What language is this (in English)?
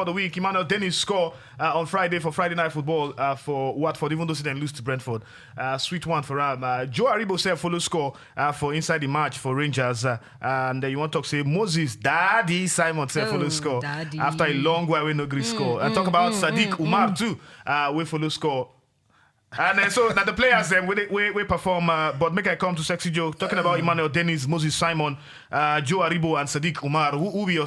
Nigerian Pidgin